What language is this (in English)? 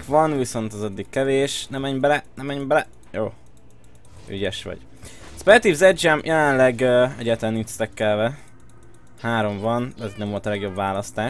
Hungarian